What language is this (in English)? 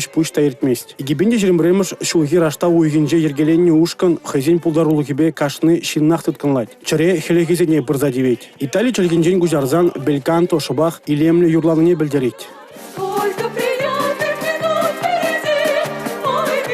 Chuvash